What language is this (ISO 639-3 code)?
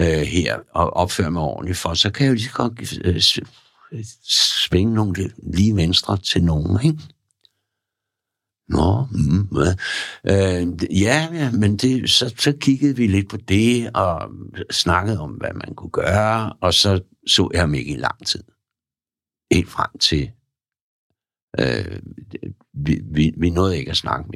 dan